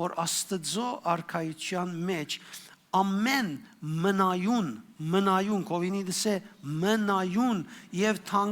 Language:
Western Armenian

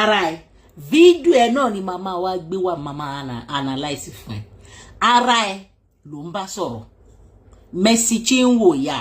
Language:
Yoruba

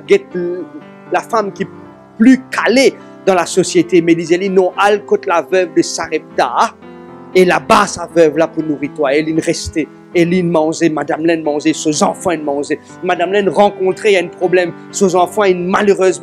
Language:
Morisyen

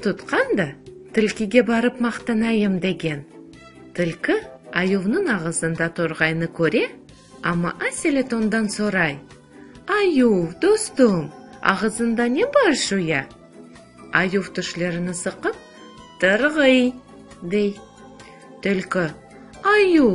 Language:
Crimean Tatar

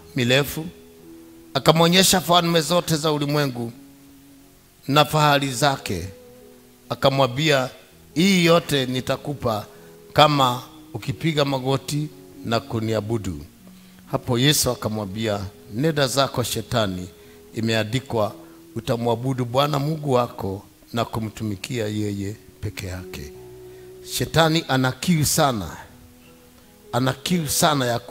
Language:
Swahili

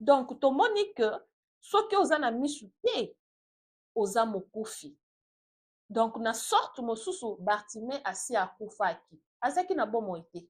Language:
Lingala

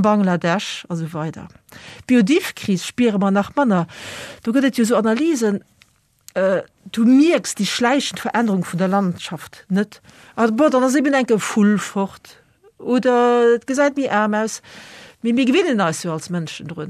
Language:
Luxembourgish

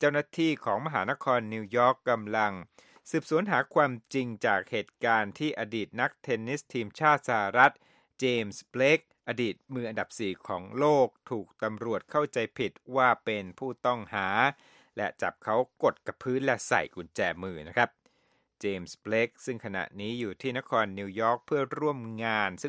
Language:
Thai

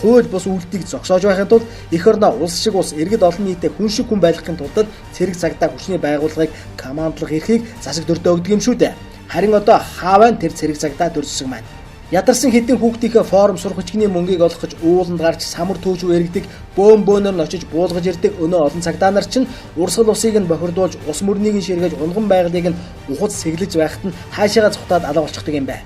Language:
Mongolian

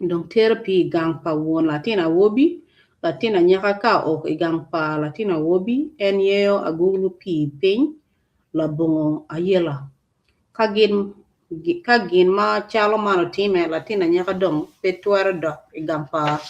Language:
Acoli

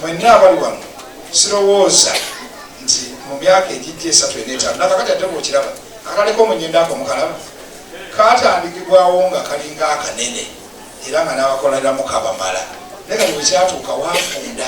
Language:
Ganda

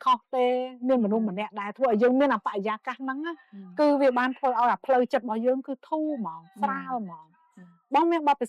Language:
Khmer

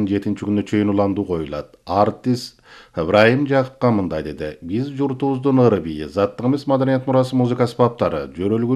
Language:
Kyrgyz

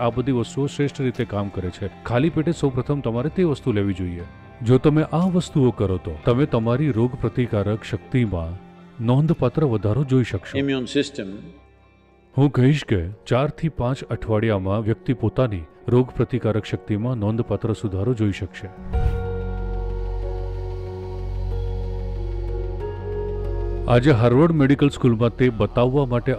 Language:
Gujarati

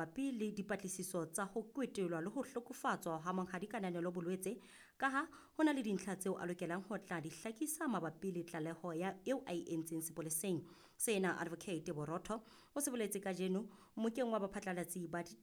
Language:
Southern Sotho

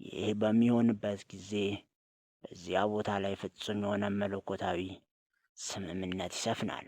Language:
Amharic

